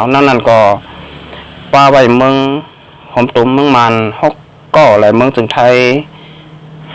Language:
Shan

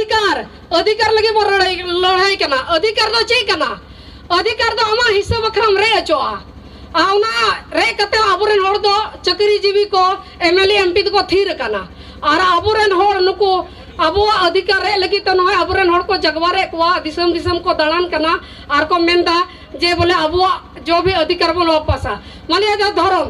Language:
Santali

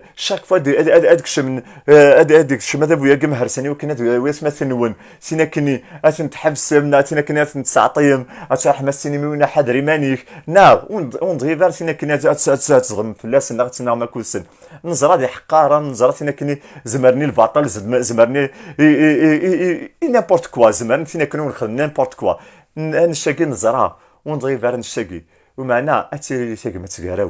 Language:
Kabyle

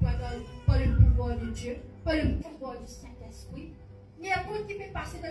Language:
Morisyen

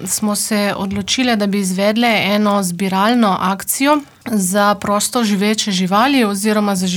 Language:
Slovenian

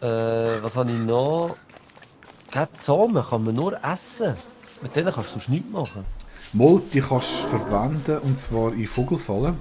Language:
Swiss German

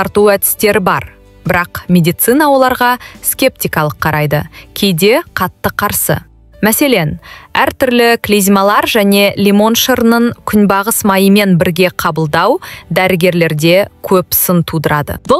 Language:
Kazakh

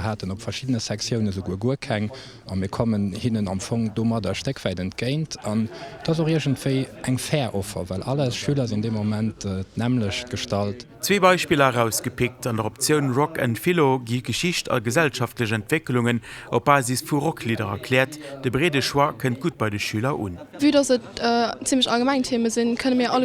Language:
Luxembourgish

